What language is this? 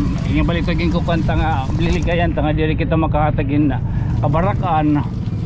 Waray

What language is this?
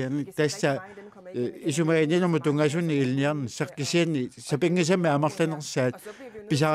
Kalaallisut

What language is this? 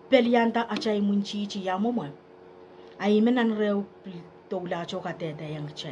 Pohnpeian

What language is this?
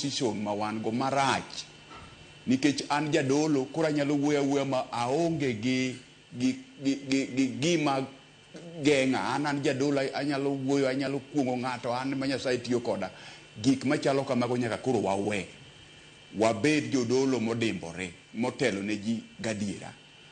Luo (Kenya and Tanzania)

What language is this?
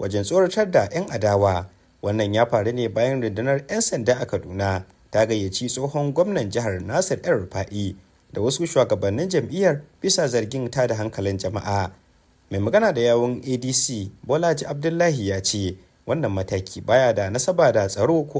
Hausa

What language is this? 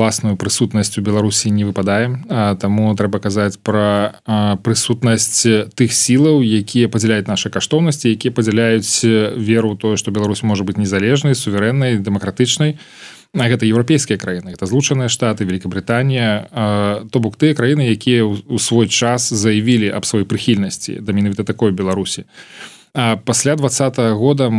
Belarusian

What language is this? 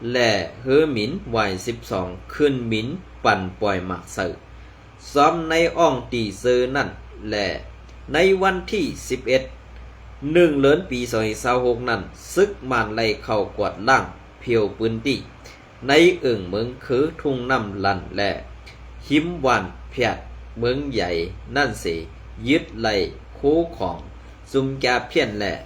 Shan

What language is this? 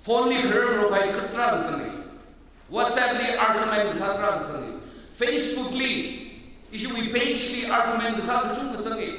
Tangkhul Naga (India)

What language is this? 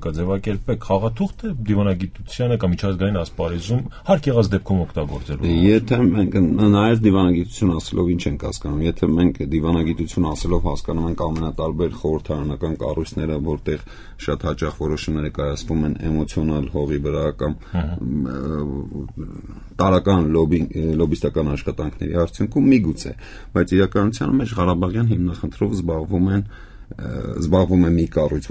Armenian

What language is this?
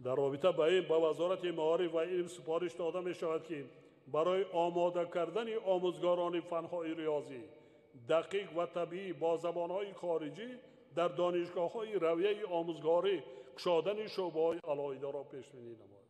Tajik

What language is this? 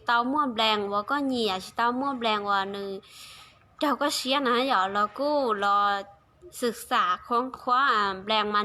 Hmong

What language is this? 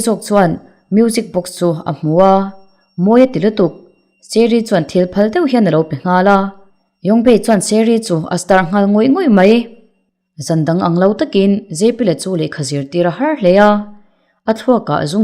Mizo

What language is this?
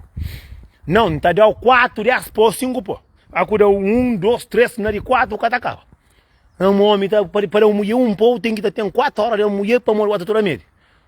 Kabuverdianu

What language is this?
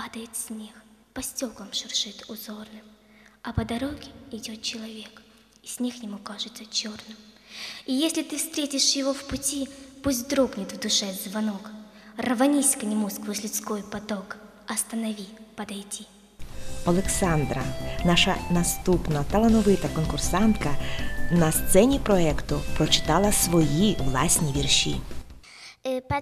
Ukrainian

